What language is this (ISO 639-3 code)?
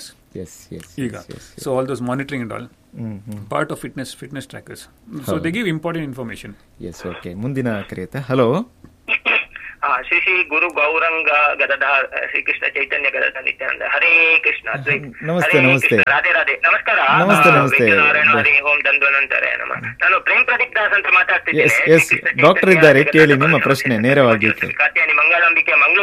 kan